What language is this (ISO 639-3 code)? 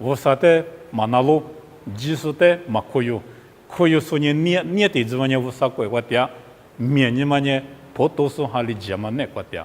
lis